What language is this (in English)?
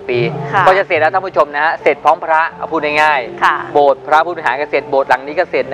Thai